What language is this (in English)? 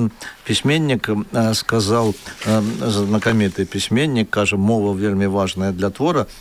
Belarusian